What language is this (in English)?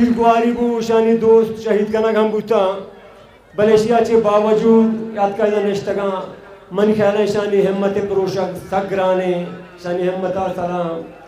Baluchi